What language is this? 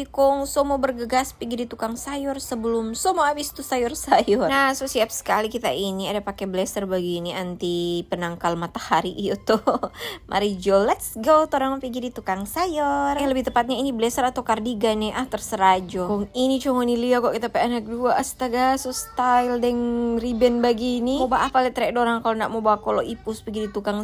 Manado Malay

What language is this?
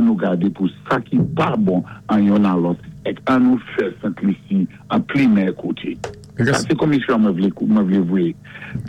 Saint Lucian Creole French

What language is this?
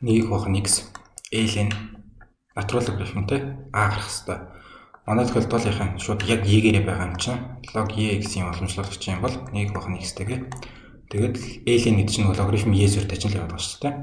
Mongolian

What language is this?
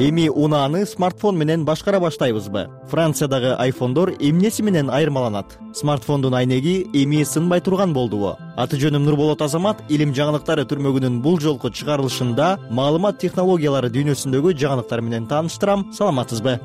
Kyrgyz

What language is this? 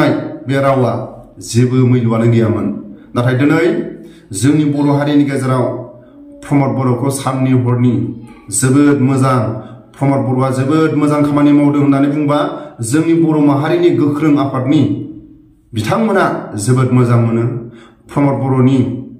Bodo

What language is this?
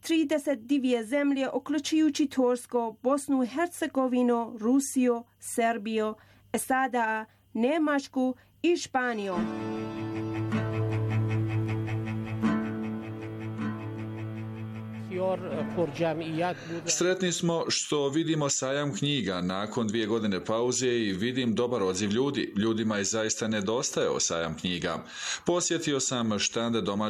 Bosnian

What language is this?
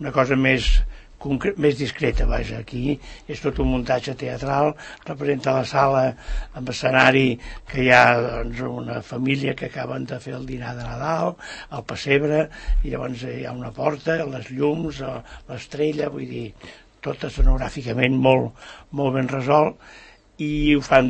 Catalan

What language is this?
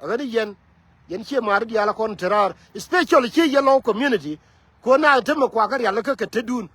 Nuer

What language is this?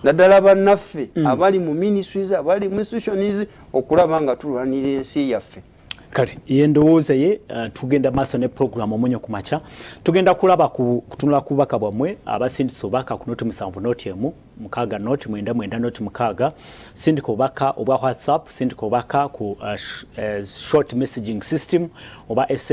Ganda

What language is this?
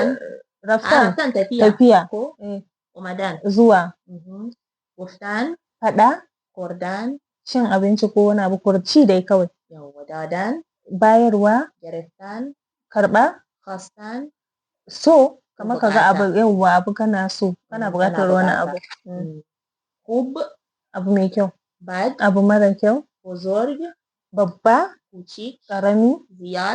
Hausa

